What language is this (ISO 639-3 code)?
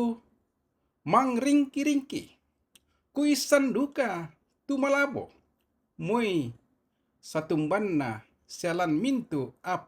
sda